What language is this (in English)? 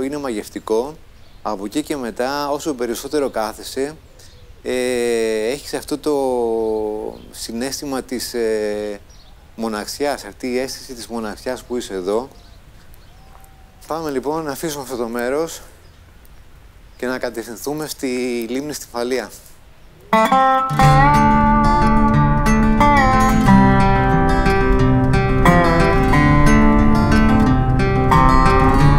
Greek